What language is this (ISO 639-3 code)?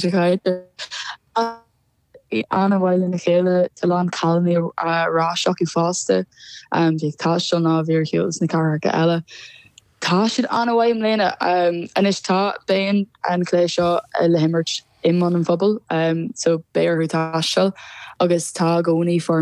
gle